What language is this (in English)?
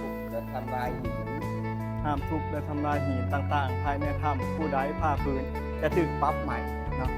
Northeastern Thai